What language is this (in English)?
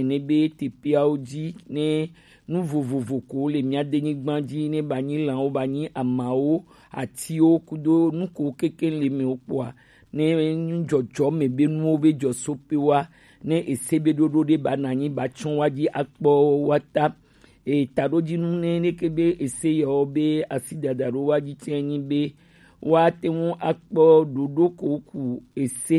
Gen